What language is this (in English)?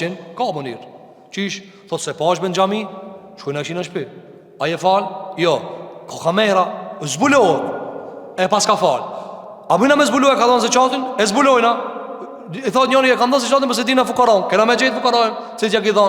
Albanian